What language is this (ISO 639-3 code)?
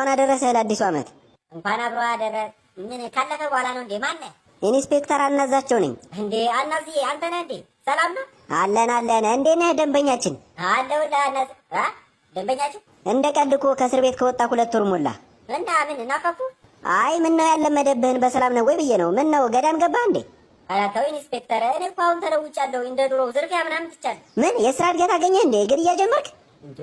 amh